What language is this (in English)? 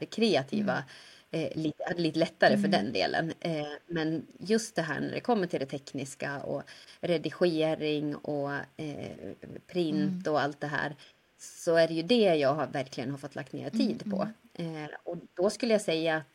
Swedish